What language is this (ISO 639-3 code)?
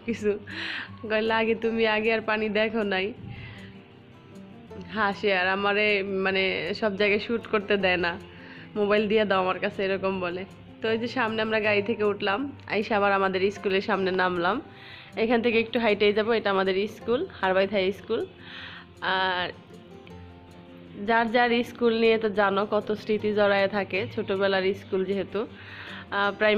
ben